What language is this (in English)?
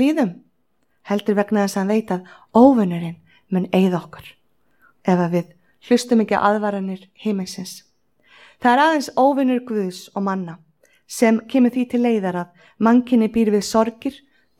Icelandic